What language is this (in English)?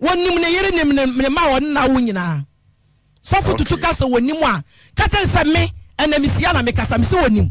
Akan